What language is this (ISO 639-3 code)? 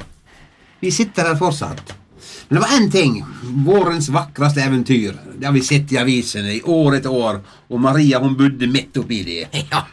nor